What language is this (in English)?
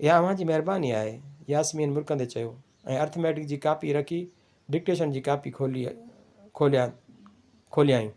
Sindhi